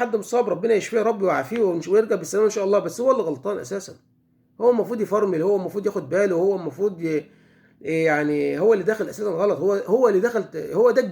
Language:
Egyptian Arabic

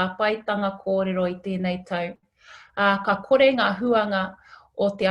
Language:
Māori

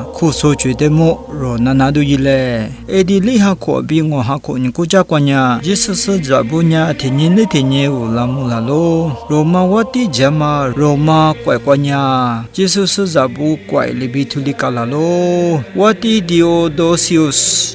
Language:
Lisu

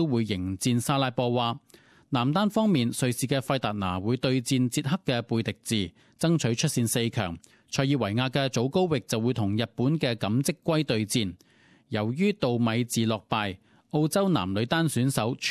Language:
Cantonese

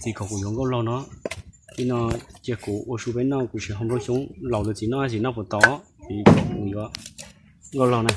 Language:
Hmong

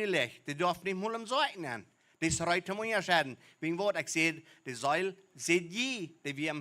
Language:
Plautdietsch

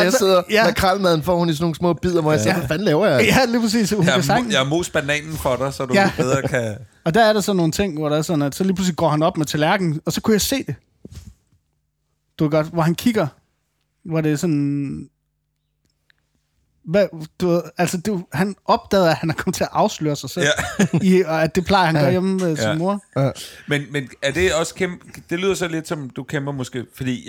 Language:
Danish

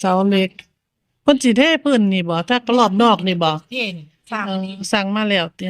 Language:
Northeastern Thai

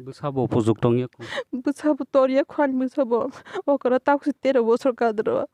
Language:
Kok Borok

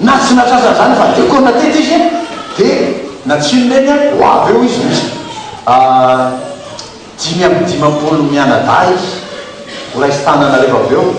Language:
Malagasy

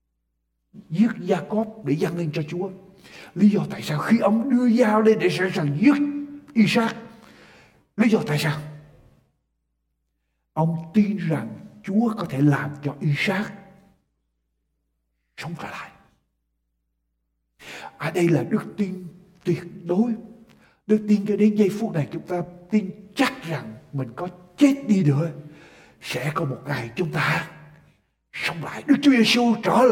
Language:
Vietnamese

